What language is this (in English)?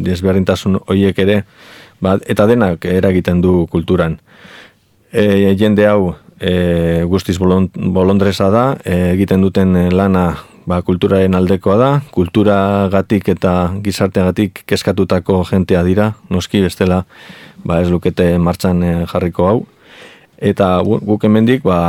Basque